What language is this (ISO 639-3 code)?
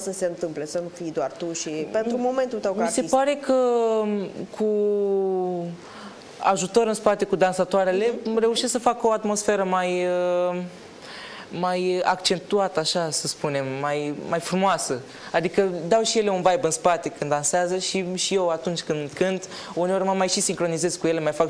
ron